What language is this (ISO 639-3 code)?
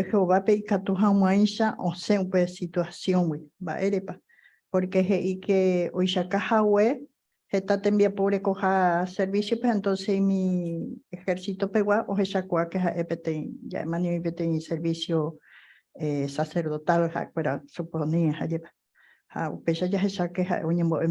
grn